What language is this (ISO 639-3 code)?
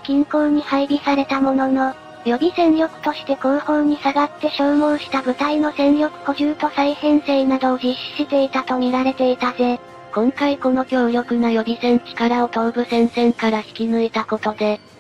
jpn